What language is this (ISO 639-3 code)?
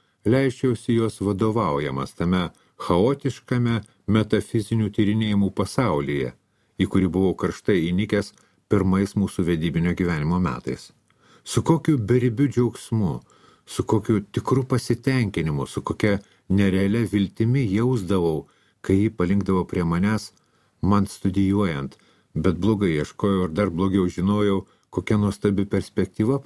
lit